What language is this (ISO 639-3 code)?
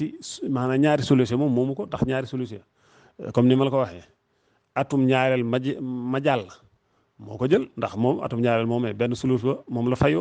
wol